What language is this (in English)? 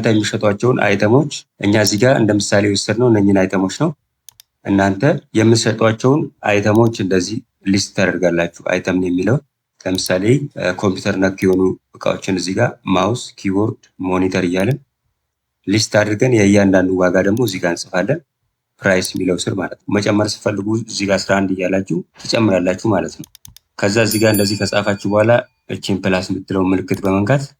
Amharic